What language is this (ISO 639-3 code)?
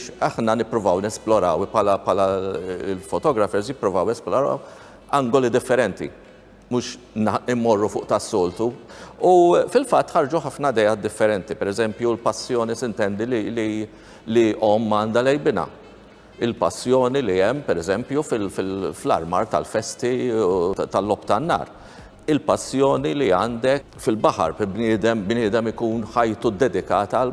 mlt